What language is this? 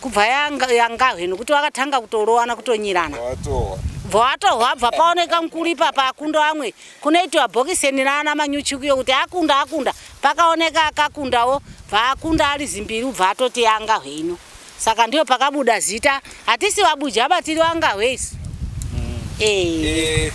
Shona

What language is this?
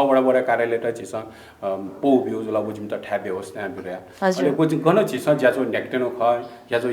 Newari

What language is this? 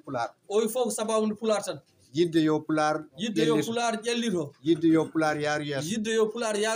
Fula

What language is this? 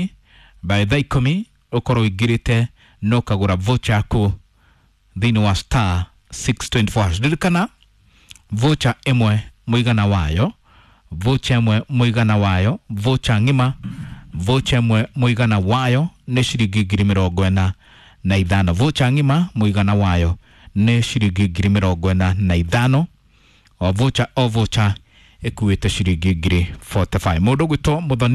Kikuyu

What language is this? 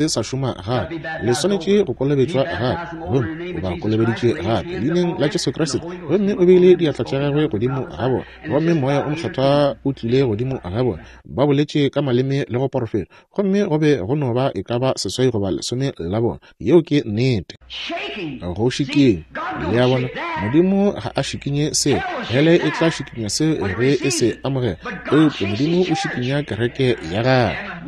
Northern Sotho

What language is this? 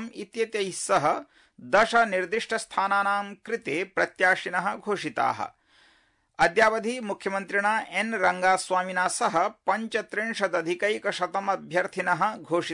Sanskrit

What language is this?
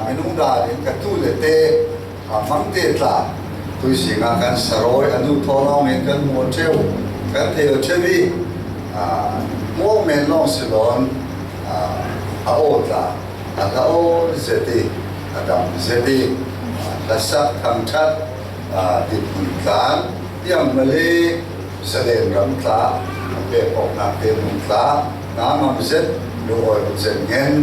Falam Chin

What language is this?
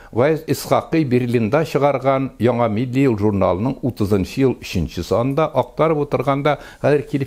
Tatar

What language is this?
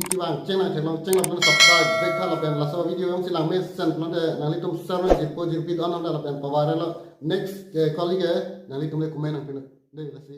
Karbi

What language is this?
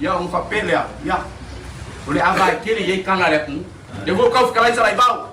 Samoan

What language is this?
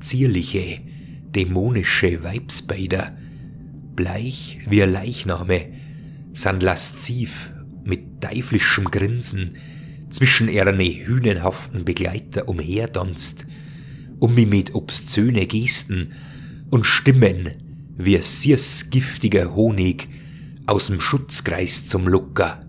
Bavarian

